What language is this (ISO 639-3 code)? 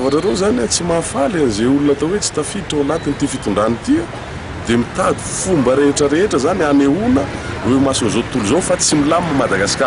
mlg